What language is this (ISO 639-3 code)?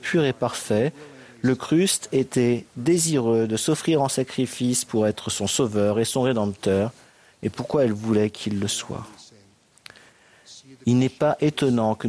fra